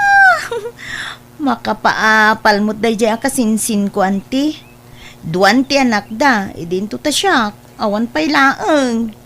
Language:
Iloko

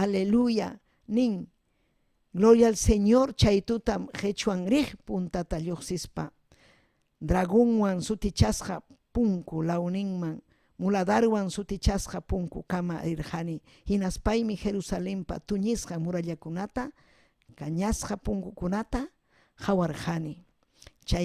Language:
Ayacucho Quechua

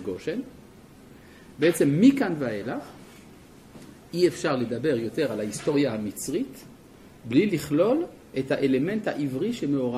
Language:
Hebrew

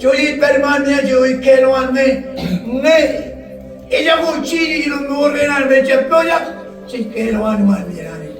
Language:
Marshallese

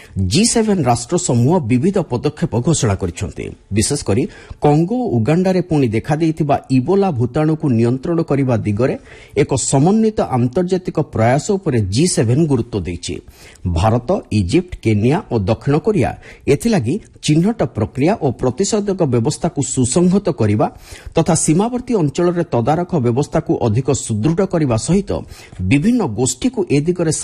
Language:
Odia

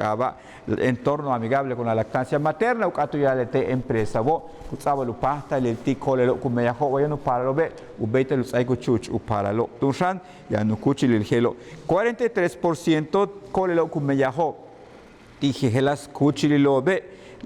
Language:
Yucateco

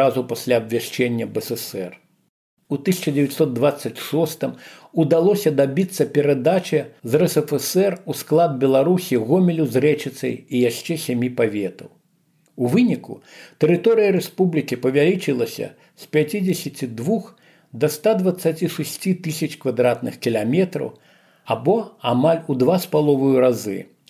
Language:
Belarusian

